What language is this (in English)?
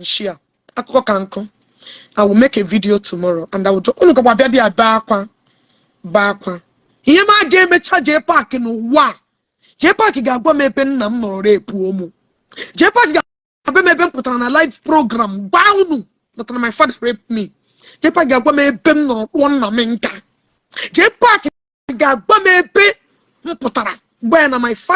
Igbo